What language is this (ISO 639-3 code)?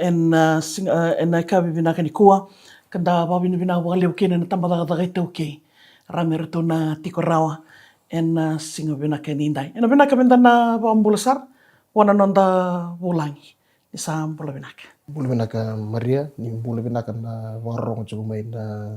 fij